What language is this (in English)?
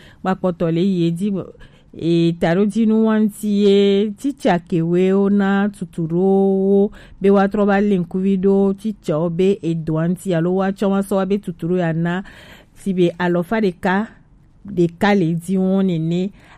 Gen